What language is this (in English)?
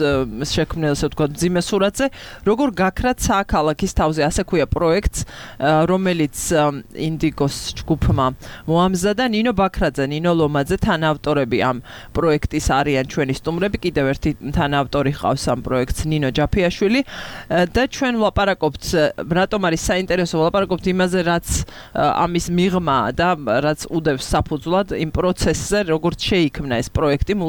Georgian